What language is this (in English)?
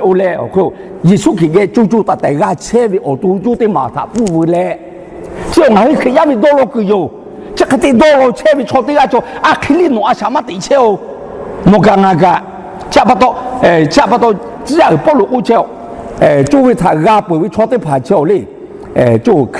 Lahu